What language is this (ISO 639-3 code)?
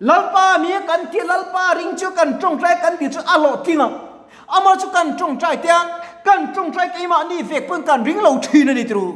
lus